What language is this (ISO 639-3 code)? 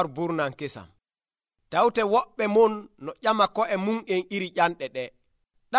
fuv